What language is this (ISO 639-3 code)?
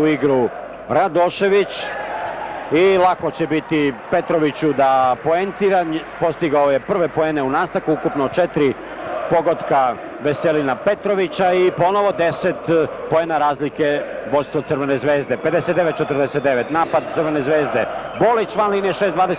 srp